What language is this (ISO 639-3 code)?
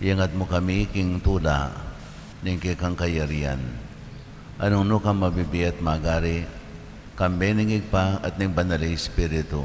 pam